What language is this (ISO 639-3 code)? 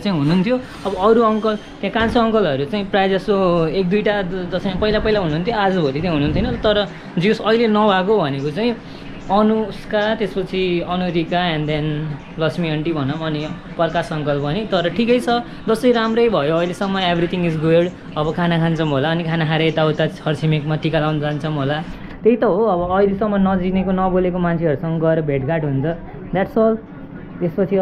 nep